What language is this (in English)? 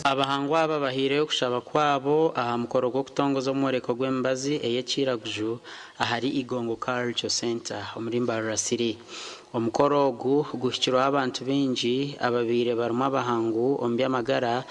Nyankole